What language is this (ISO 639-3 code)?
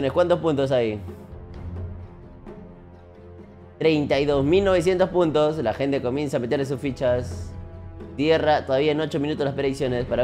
spa